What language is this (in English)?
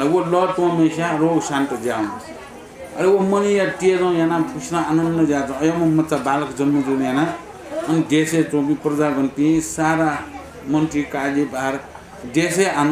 Newari